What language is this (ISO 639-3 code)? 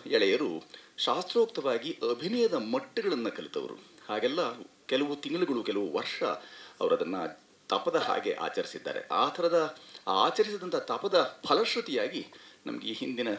kan